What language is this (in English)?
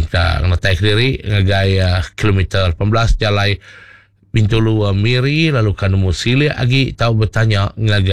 Iban